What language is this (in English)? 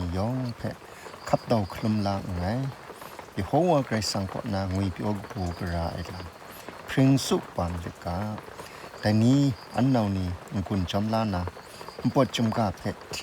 Kachin